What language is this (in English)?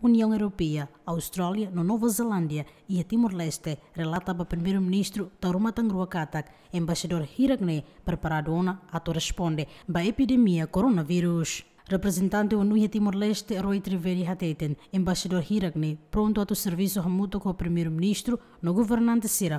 Tetum